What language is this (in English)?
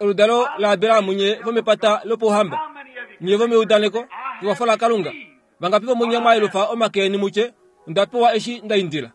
Kuanyama